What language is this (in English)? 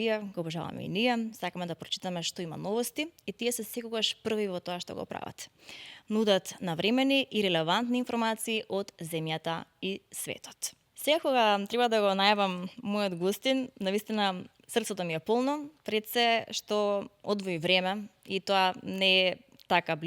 Macedonian